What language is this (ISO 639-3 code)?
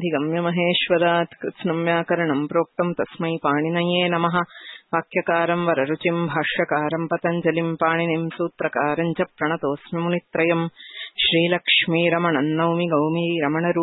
san